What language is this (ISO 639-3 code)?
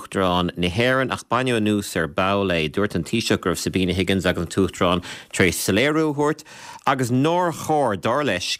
gle